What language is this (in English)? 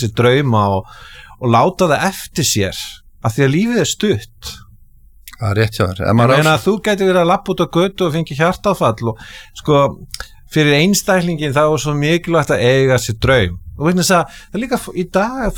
Icelandic